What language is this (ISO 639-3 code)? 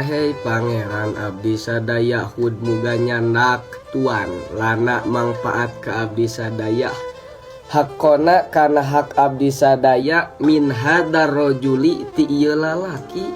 sun